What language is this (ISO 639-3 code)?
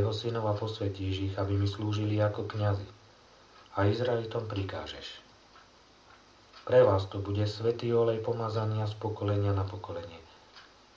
slk